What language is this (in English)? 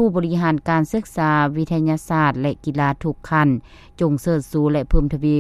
Lao